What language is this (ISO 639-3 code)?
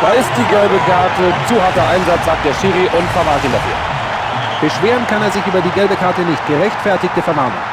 bar